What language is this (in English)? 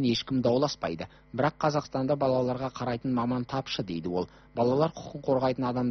Kazakh